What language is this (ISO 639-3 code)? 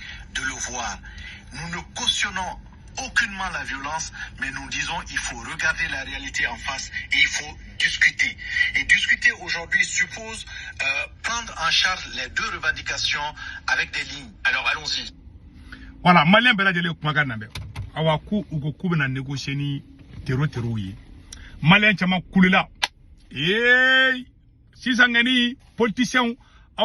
bam